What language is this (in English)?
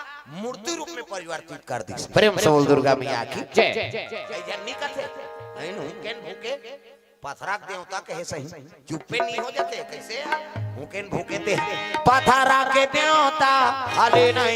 Chhattisgarhi